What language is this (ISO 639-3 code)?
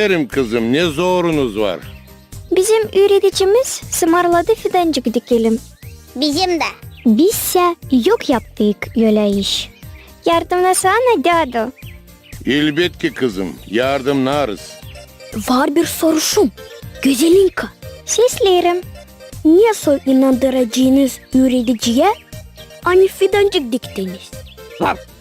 gag